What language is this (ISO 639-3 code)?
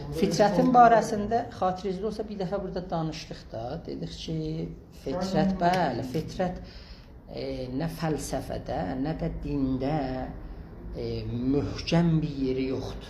azb